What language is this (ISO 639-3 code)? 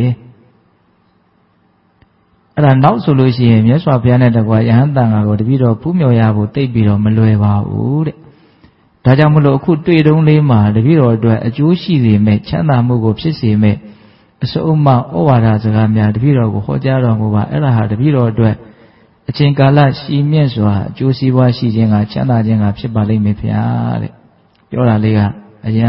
mya